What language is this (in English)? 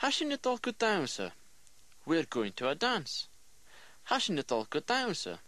Scottish Gaelic